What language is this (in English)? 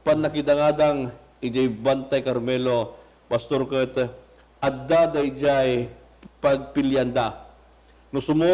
Iloko